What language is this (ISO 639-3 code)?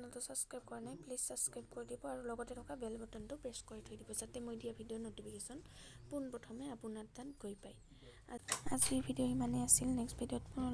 asm